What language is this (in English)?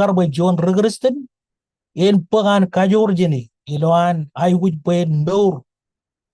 Marshallese